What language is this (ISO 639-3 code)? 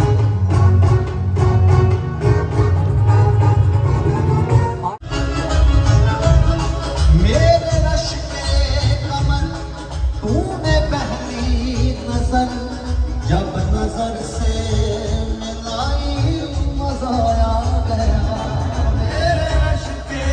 pan